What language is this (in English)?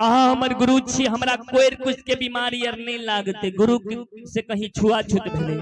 Maithili